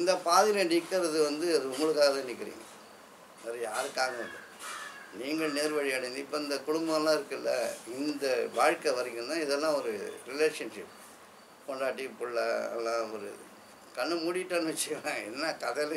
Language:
Tamil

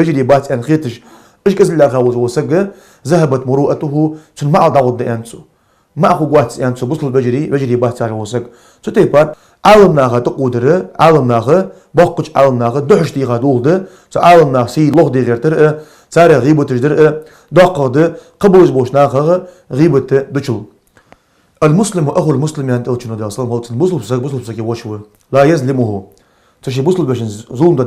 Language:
Ingush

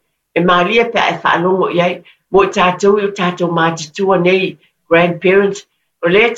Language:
Samoan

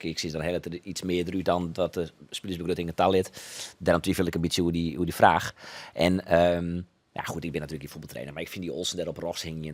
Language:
Western Frisian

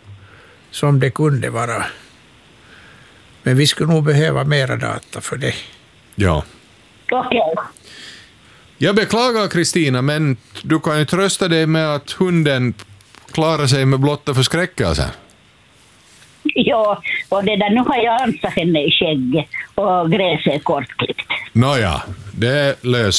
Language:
Swedish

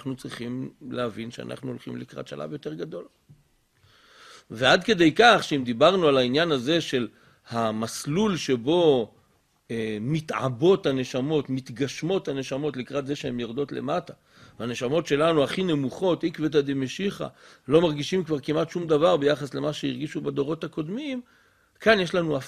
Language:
Hebrew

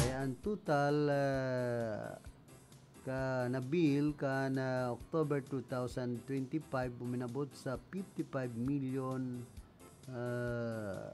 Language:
Bikol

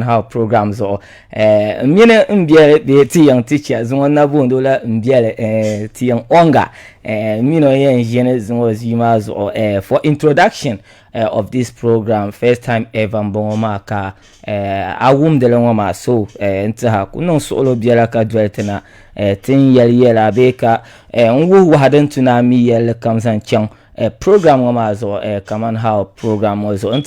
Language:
Dagbani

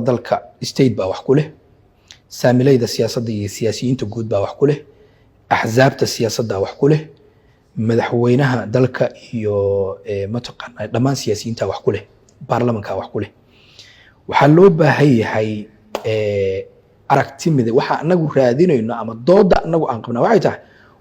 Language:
Somali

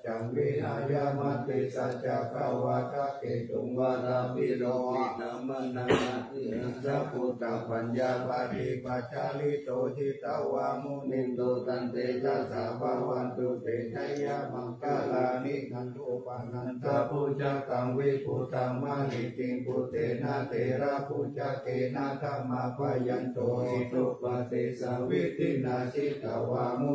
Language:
Pali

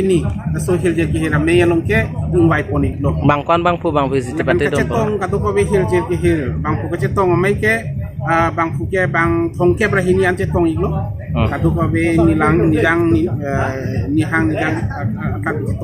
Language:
Karbi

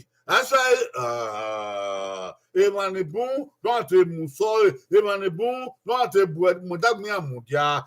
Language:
Bini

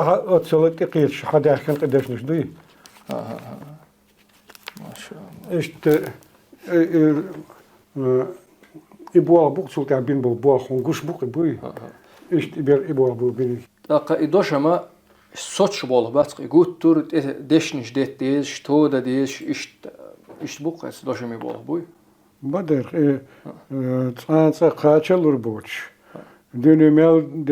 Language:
Chechen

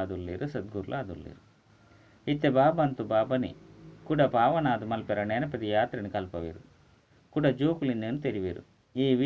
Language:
Tulu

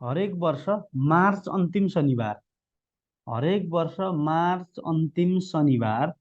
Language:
Nepali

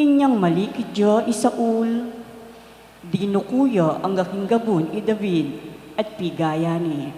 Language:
Pampanga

